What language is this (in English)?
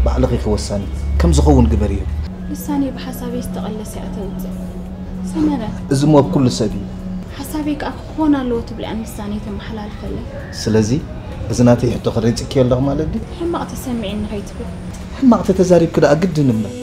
Tigrinya